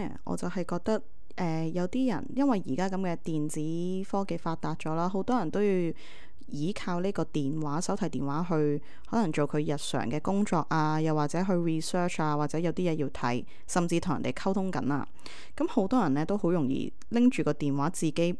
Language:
Cantonese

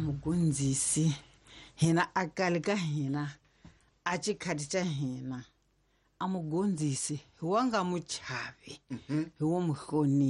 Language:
Tsonga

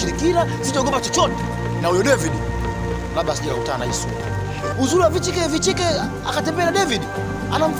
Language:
Swahili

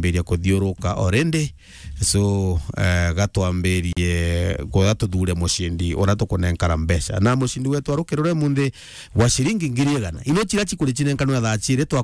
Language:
Meru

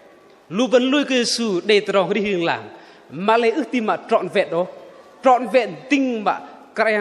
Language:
Bahnar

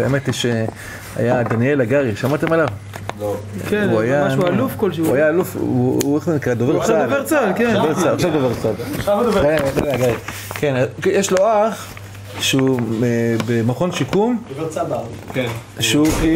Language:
Hebrew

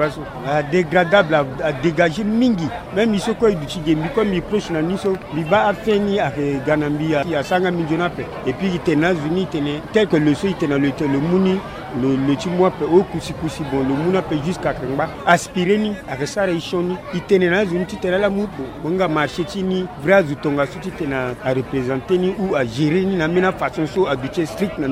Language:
Sango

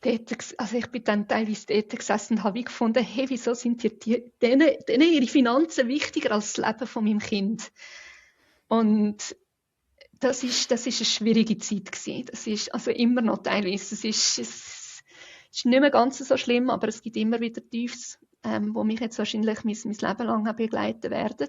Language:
Swiss German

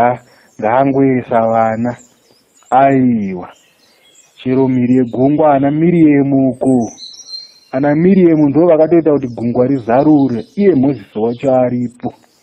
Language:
Shona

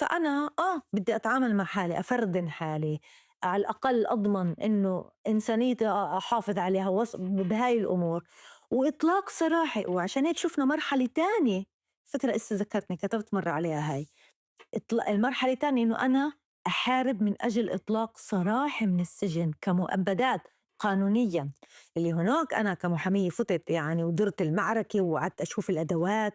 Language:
North Levantine Arabic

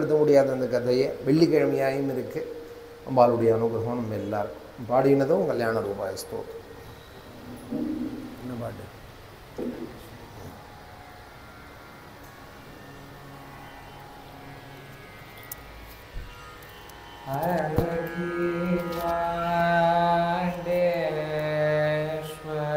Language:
Tamil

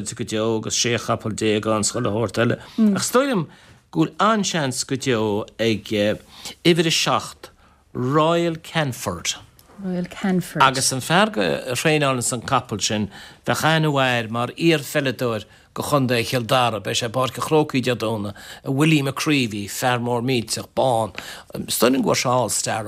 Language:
Irish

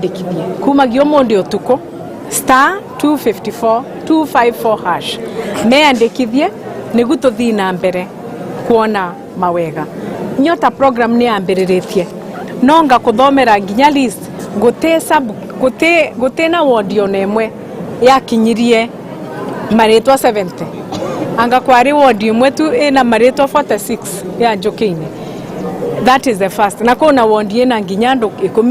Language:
Kikuyu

